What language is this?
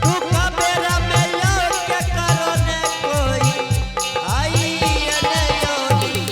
Angika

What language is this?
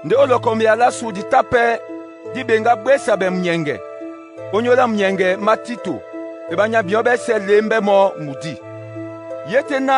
Duala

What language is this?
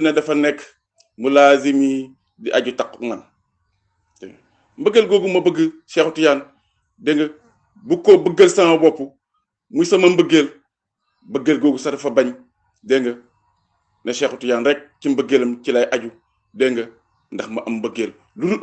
Wolof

